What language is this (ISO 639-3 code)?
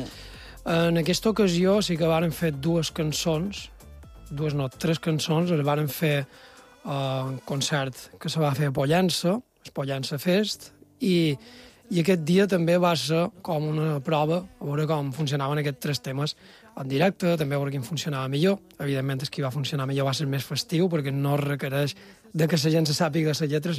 cat